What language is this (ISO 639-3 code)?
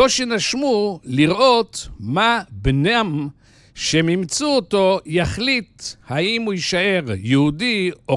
heb